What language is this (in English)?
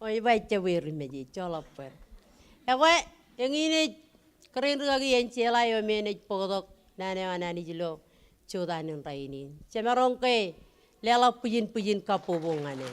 Marshallese